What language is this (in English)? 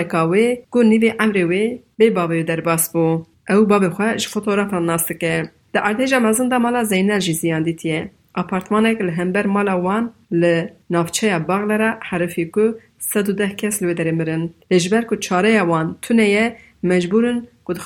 Kurdish